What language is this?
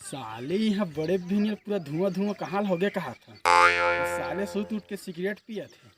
Chhattisgarhi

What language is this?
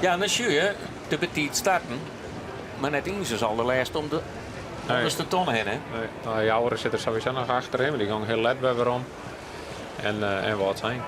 Western Frisian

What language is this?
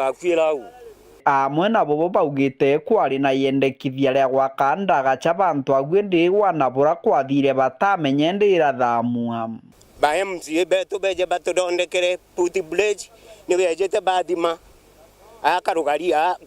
Meru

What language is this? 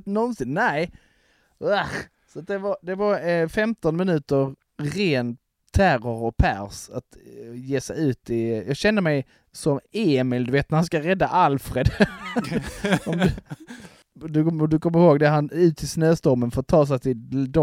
Swedish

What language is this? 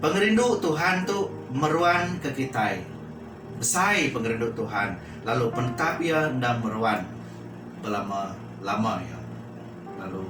Iban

